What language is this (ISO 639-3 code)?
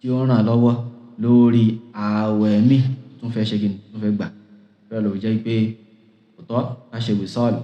yor